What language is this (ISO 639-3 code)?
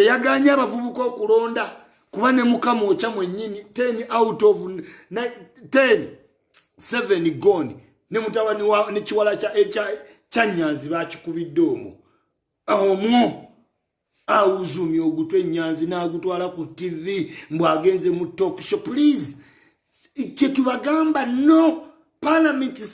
lug